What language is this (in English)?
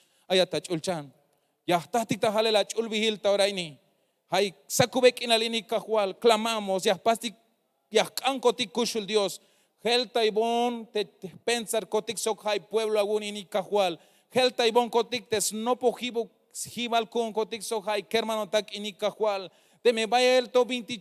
Tzeltal